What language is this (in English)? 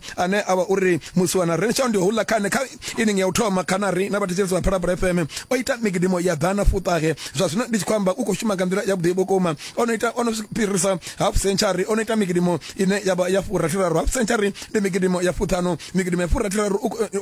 Venda